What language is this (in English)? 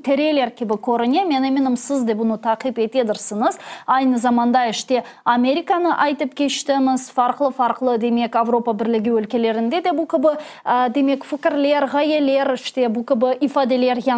Crimean Tatar